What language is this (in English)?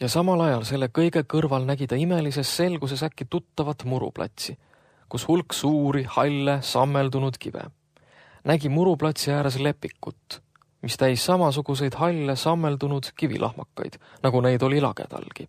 Estonian